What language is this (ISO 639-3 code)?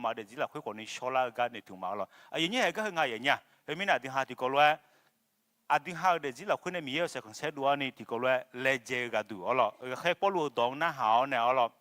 ahk